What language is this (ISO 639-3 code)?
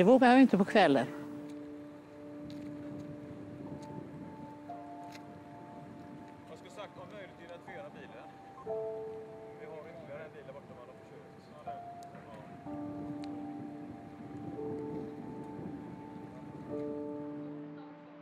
swe